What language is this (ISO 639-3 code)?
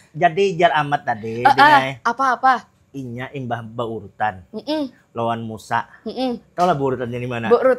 bjn